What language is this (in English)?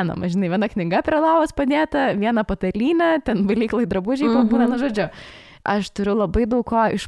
Lithuanian